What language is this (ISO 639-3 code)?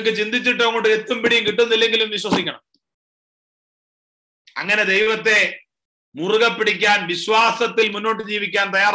mal